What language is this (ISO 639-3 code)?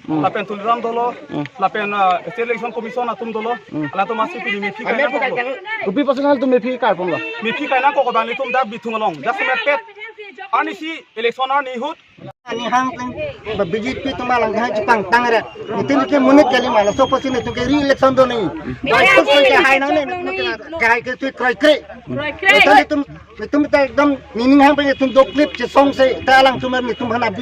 mjw